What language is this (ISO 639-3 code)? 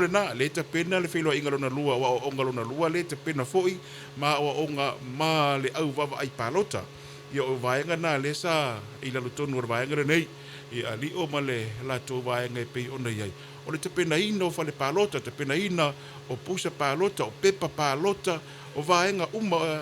smo